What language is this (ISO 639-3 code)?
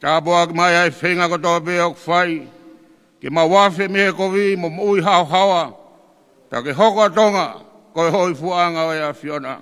ton